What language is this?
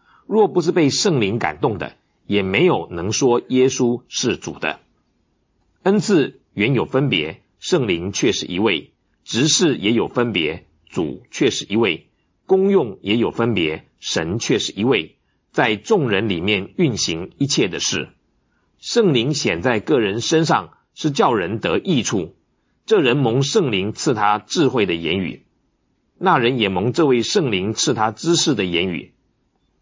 Chinese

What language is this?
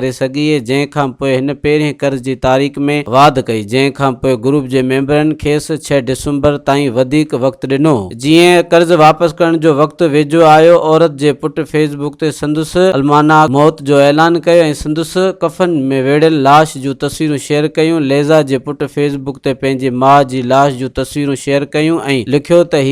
Sindhi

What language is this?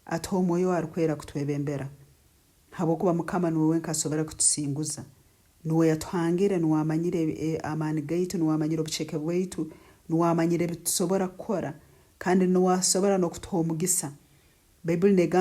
Nyankole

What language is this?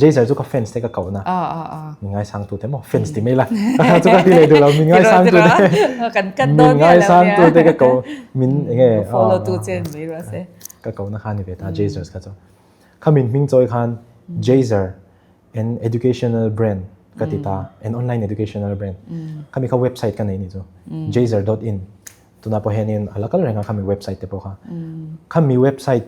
Mizo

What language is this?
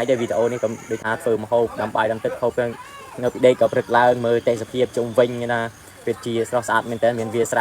Khmer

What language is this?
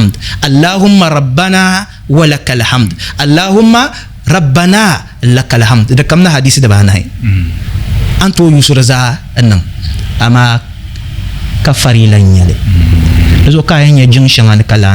Dagbani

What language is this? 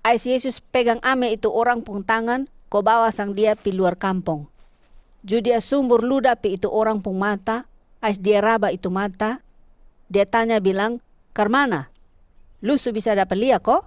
Kupang Malay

